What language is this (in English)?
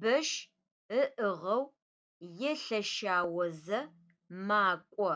Adyghe